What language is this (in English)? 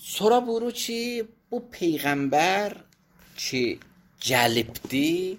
Azerbaijani